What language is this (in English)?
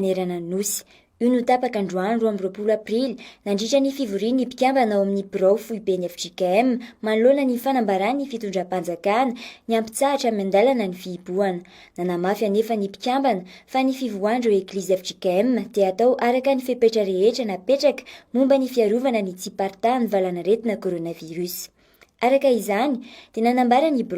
Malagasy